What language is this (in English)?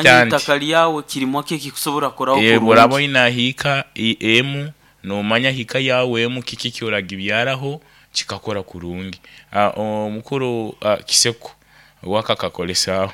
Nyoro